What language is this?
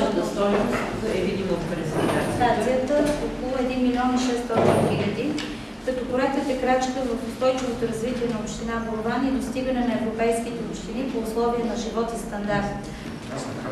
Bulgarian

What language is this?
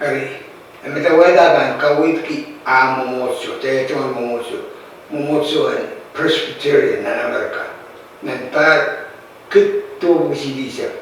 Pohnpeian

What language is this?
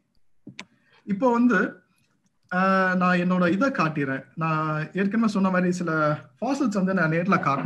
Tamil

